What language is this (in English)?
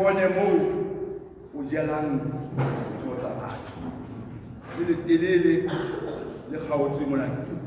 Tswana